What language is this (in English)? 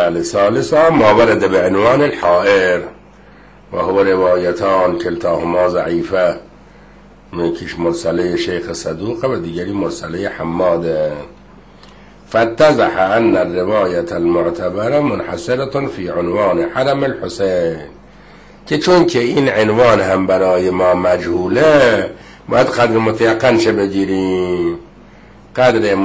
Persian